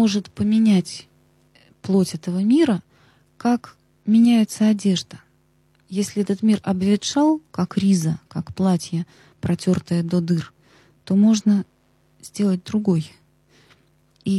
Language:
Russian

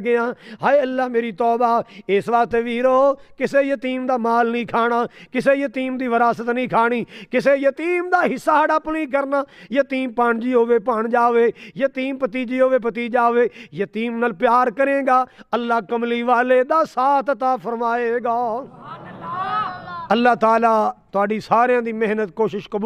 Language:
Western Panjabi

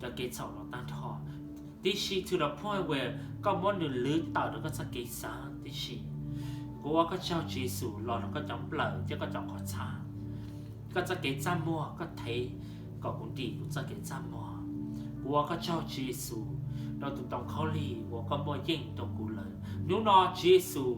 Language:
Hmong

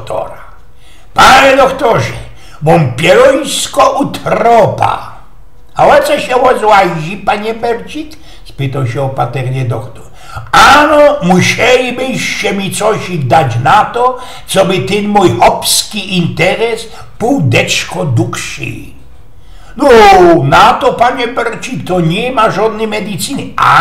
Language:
Silesian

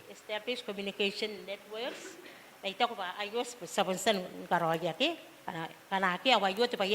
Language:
Gilbertese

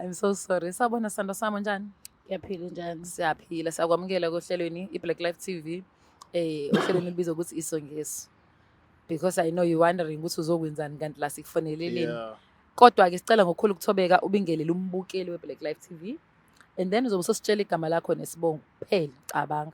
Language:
Zulu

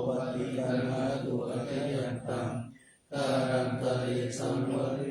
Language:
Pali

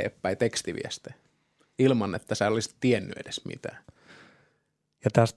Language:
Finnish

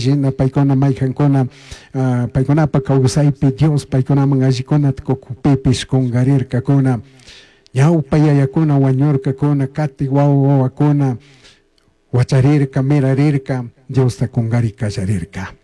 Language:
Chimborazo Highland Quichua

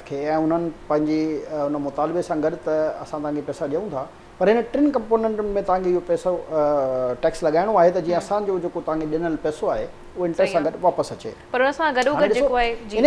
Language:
Sindhi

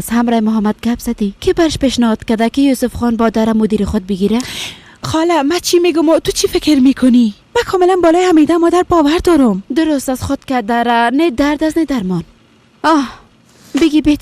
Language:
Persian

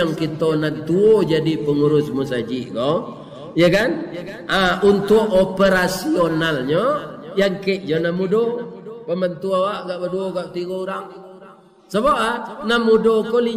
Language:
Minangkabau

